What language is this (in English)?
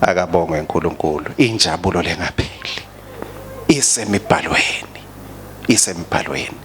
Swati